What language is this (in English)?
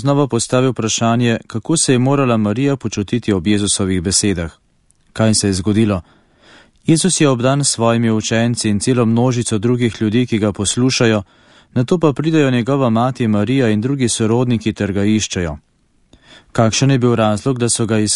Slovenian